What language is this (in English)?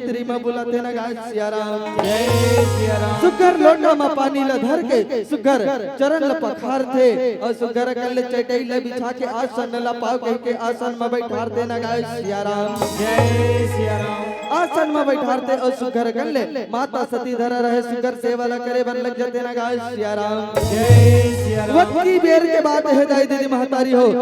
Chhattisgarhi